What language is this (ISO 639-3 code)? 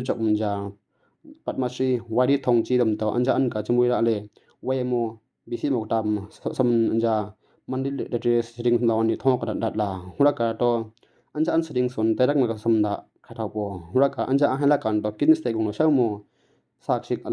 mxj